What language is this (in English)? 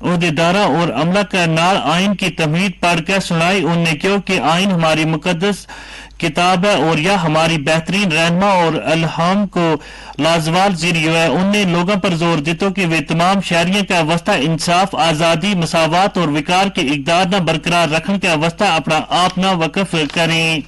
Gujari